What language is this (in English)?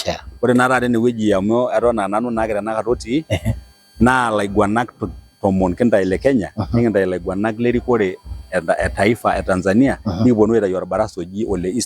Masai